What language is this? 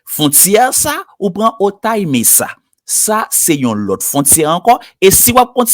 Haitian Creole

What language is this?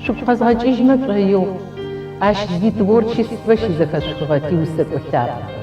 Adyghe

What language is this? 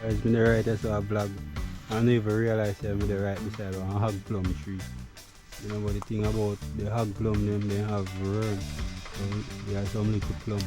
Jamaican Creole English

